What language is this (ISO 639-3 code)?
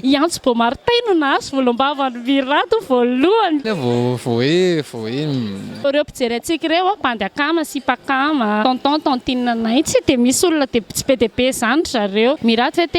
mlg